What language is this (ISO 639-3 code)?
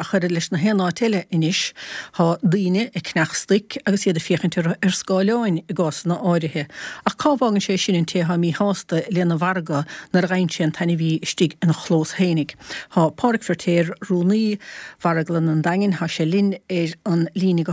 gle